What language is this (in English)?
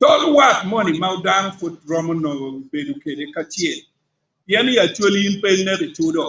Acoli